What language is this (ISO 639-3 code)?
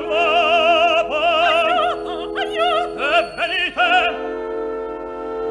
ita